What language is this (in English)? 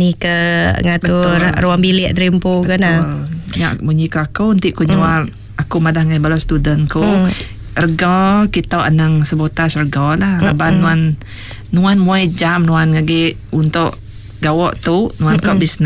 Iban